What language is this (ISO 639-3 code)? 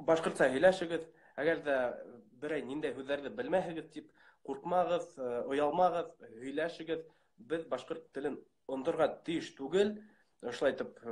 bak